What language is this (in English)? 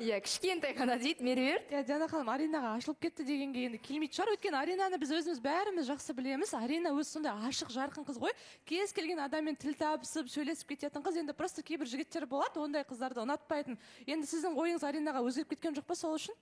Kazakh